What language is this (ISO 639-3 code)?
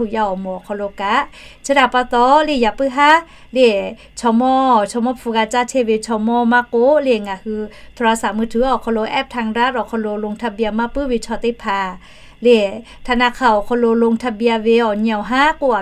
lhu